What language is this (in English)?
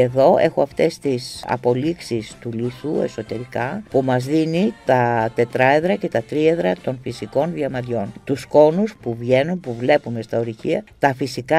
Greek